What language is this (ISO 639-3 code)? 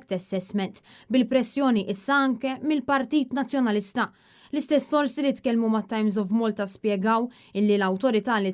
mlt